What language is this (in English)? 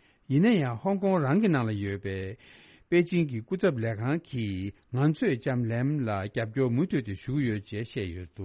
Tibetan